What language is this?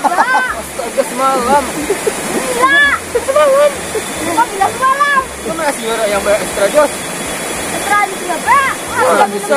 Banjar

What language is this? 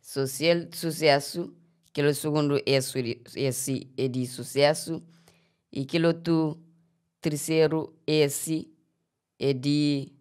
Kabuverdianu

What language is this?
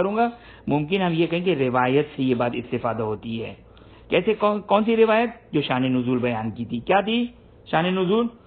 Urdu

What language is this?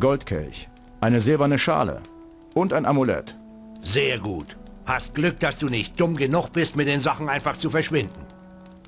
Bavarian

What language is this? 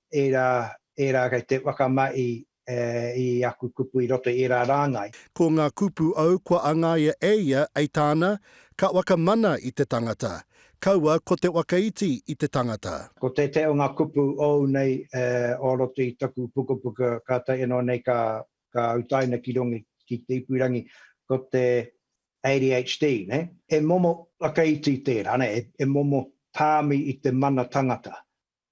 Māori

